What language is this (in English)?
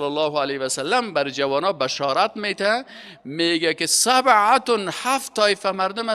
Persian